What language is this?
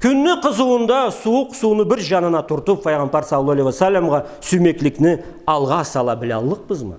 Karachay-Balkar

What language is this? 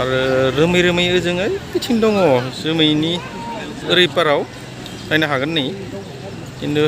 Bodo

